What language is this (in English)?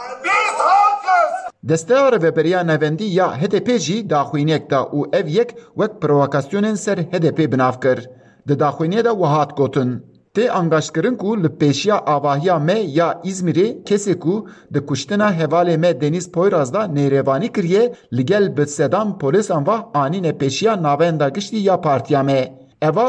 Kurdish